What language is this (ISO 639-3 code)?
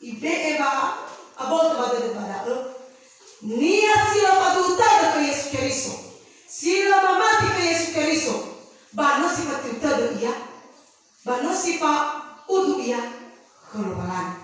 nia